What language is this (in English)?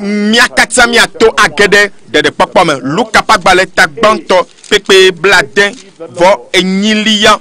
Ewe